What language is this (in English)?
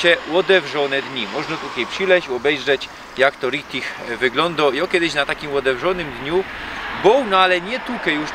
Silesian